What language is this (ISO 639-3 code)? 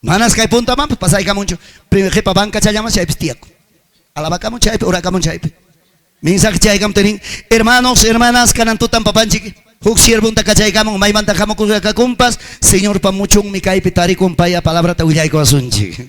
quy